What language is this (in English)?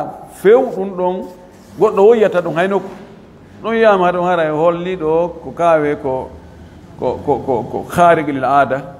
Fula